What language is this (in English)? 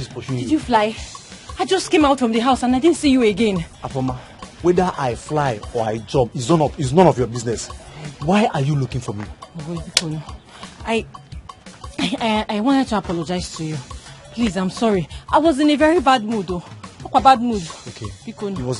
Nigerian Pidgin